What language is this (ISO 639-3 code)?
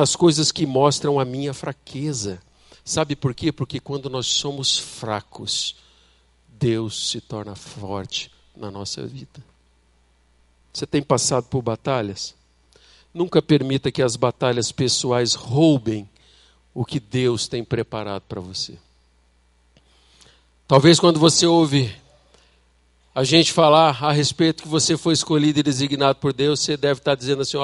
por